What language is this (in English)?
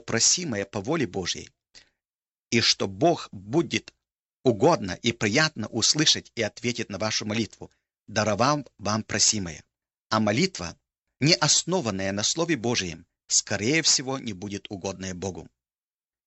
Russian